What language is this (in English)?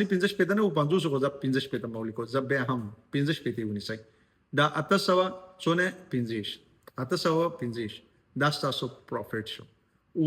Pashto